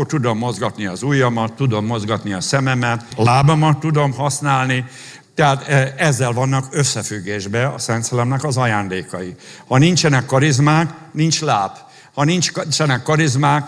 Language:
Hungarian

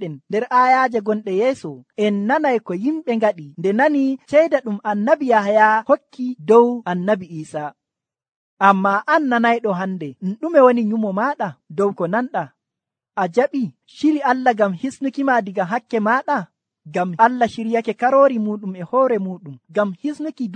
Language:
Nigerian Fulfulde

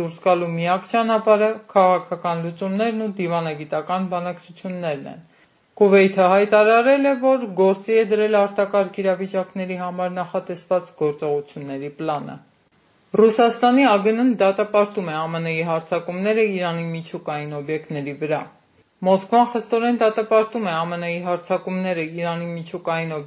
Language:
Armenian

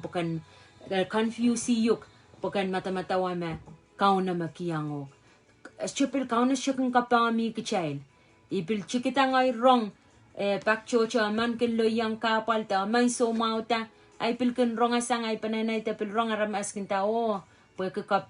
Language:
Pohnpeian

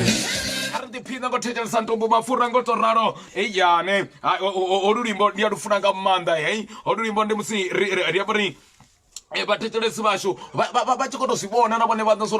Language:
Venda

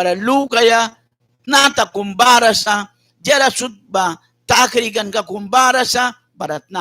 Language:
Mískito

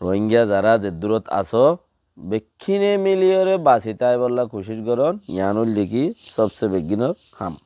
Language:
Rohingya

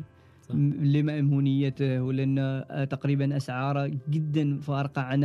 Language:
Gulf Arabic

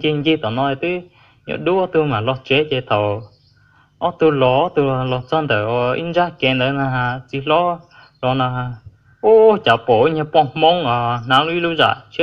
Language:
Hmong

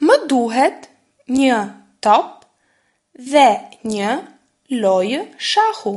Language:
Albanian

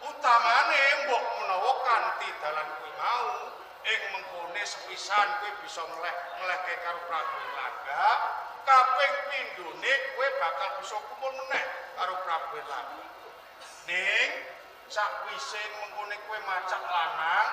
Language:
Javanese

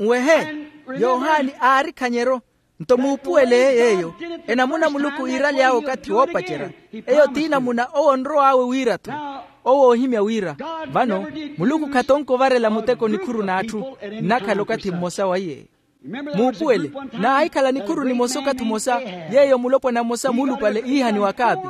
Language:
Makhuwa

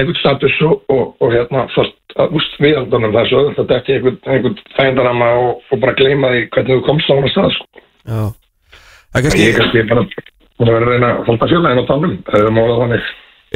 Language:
Icelandic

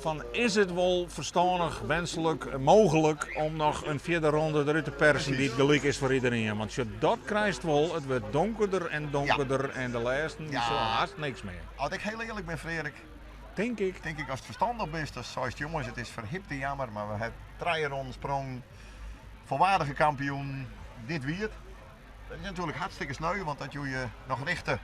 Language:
Western Frisian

